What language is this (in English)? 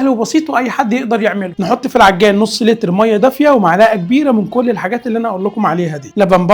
Egyptian Arabic